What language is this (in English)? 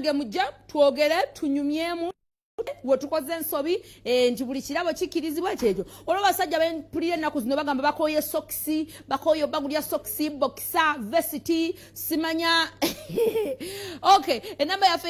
Ganda